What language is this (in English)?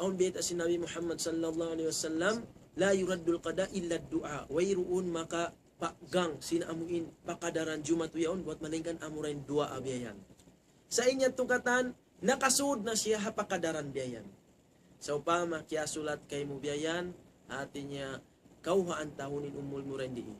Tausug